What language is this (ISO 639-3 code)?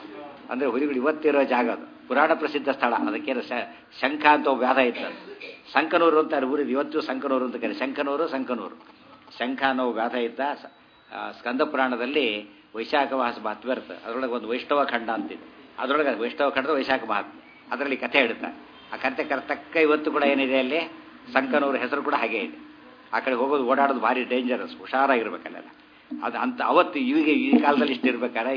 kan